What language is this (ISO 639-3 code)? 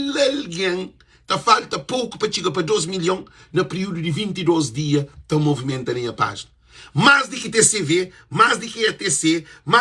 kea